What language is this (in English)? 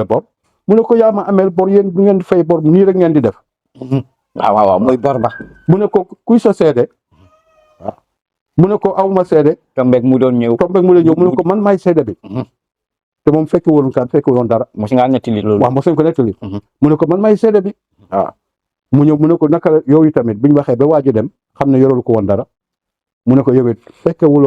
Wolof